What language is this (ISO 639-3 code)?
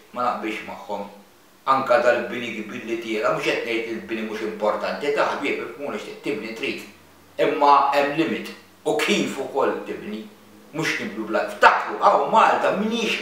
mlt